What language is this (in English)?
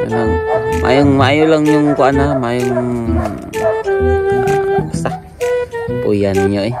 Cebuano